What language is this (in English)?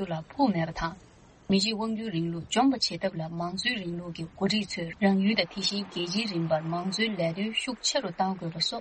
Tibetan